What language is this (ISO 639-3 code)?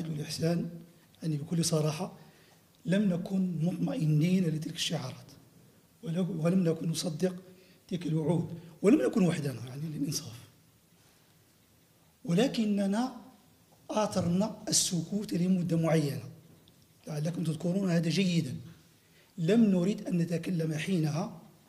ara